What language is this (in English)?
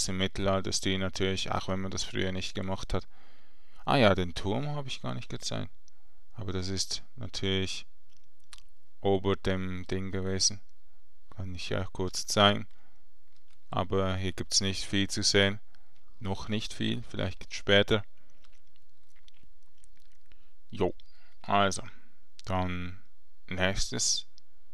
German